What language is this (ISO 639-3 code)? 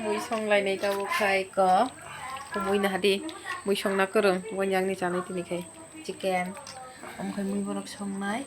trp